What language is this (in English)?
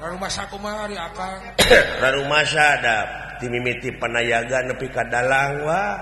Sundanese